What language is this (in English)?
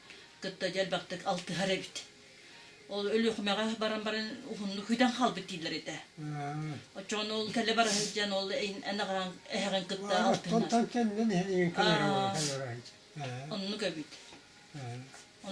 Yakut